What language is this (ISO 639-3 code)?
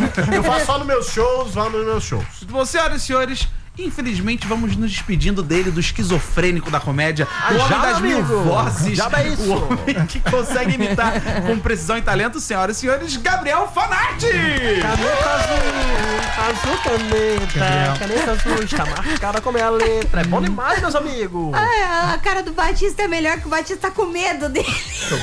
por